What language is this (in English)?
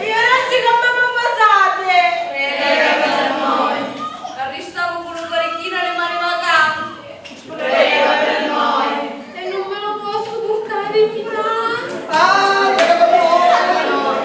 Sicilian